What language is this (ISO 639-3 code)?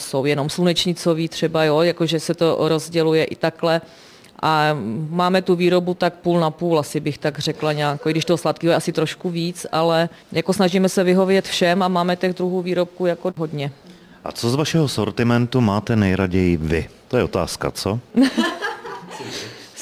ces